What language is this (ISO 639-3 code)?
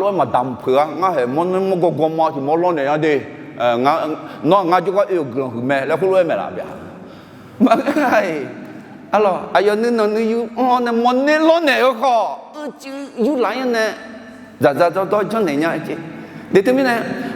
ahk